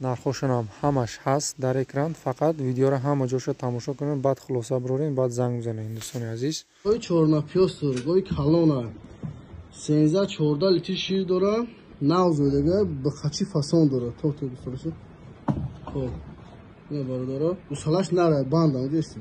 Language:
Tajik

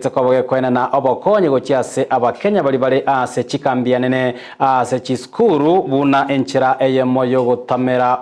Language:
Gusii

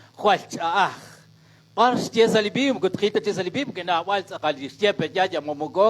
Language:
Kekchí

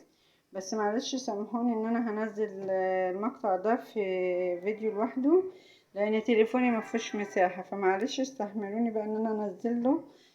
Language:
Egyptian Arabic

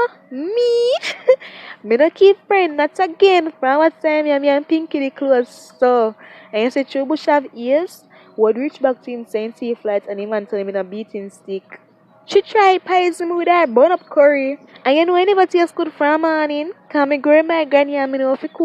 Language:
Jamaican Creole English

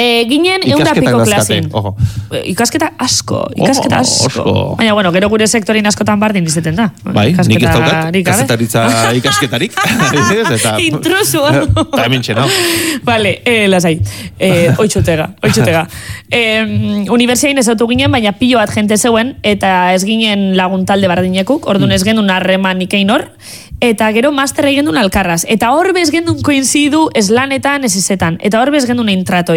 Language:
Basque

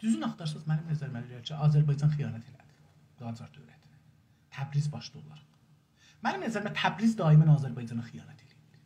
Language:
South Azerbaijani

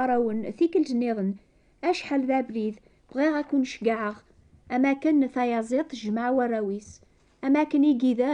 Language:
Kabyle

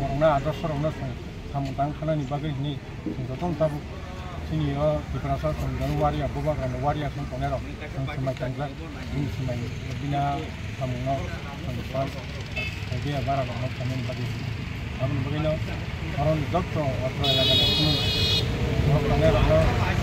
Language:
Kok Borok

